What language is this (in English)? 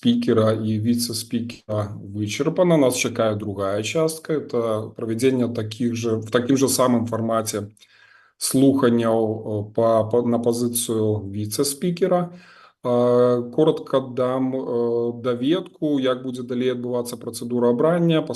Belarusian